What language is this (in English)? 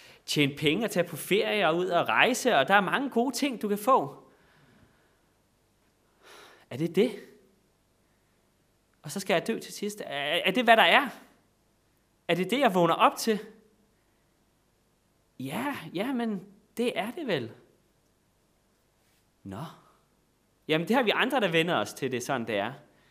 Danish